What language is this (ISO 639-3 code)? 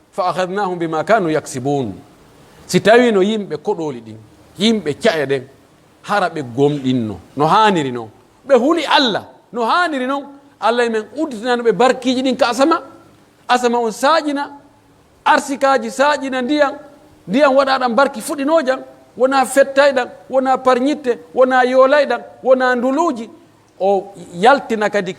fuf